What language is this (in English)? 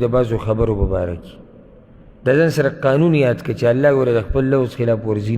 Pashto